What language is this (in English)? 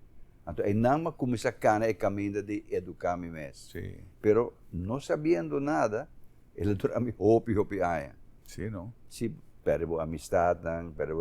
Papiamento